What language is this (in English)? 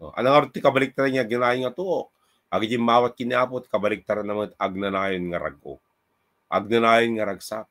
Iloko